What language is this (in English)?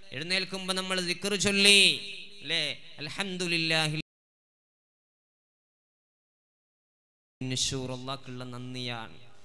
Malayalam